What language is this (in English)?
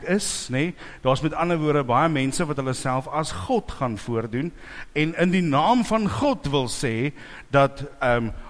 Afrikaans